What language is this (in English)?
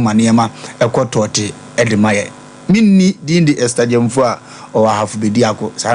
Akan